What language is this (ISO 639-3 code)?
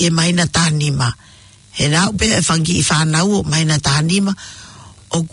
ton